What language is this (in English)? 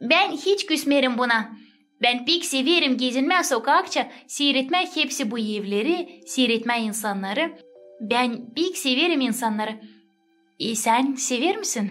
Gagauz